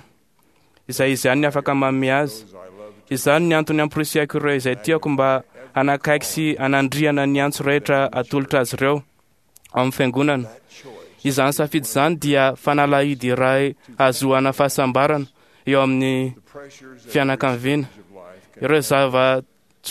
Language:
Malagasy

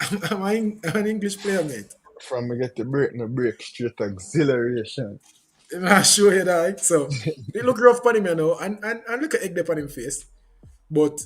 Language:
Jamaican Creole English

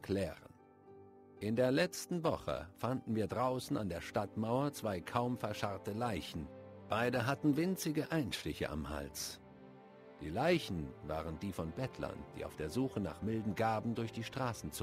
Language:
German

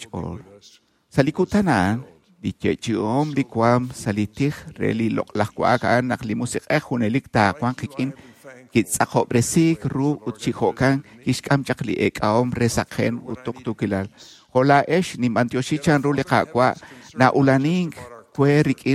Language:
Kekchí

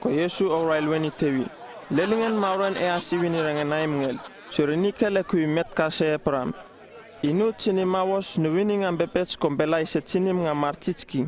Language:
Uripiv-Wala-Rano-Atchin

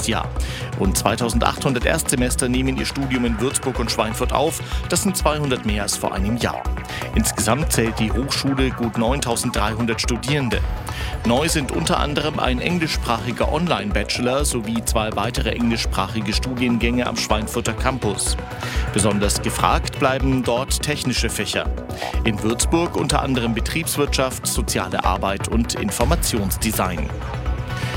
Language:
German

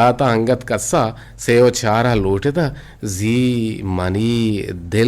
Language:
Eastern Balochi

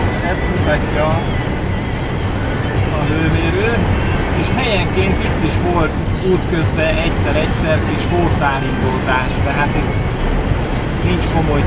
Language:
Hungarian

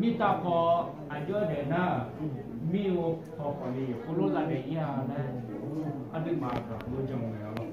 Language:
Akha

